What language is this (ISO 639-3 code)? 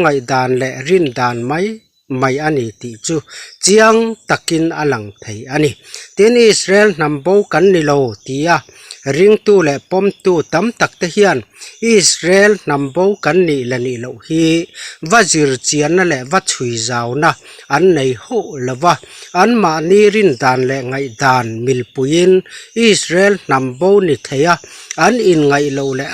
lus